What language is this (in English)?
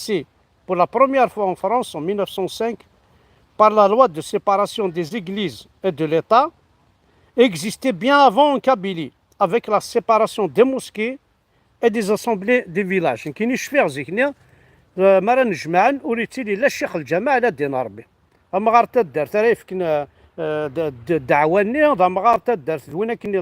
Kabyle